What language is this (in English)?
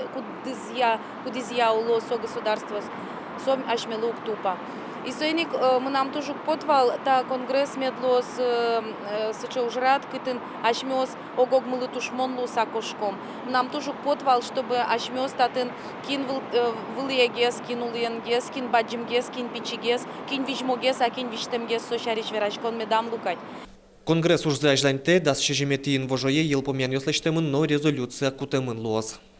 Udmurt